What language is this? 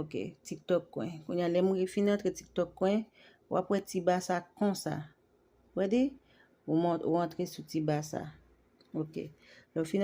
Haitian Creole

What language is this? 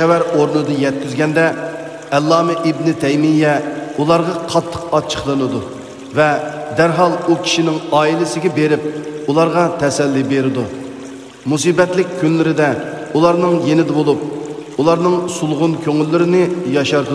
Uyghur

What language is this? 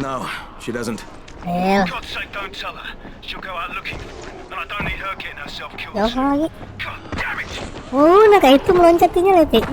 Banjar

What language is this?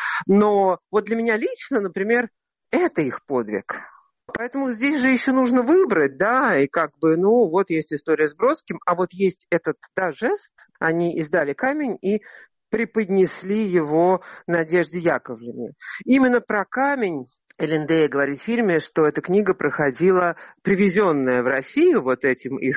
Russian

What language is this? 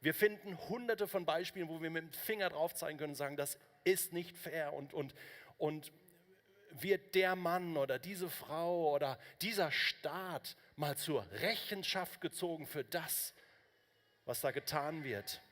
Swiss German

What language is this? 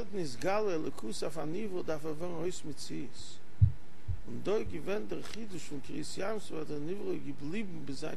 Yiddish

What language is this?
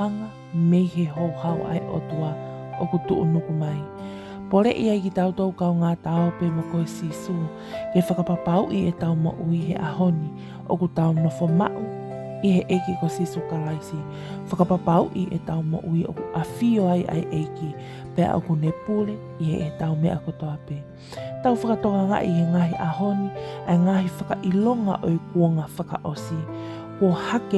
Tongan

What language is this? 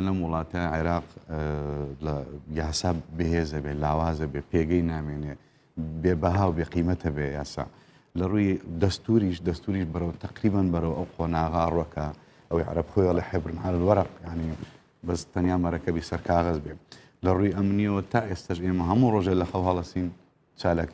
Central Kurdish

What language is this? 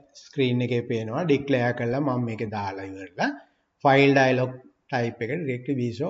Sinhala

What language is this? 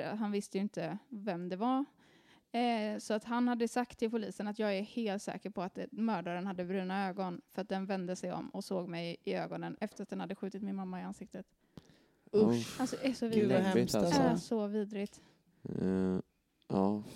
Swedish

